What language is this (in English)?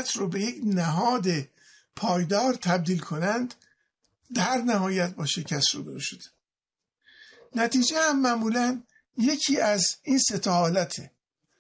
Persian